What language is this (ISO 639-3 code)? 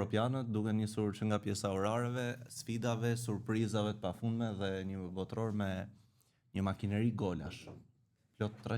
sqi